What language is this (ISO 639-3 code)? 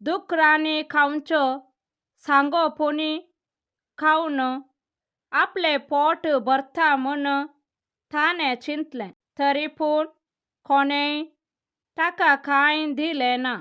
kok